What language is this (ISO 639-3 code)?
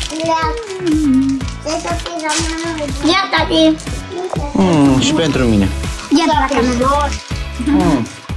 ron